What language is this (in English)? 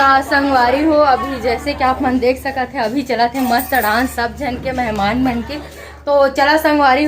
Chhattisgarhi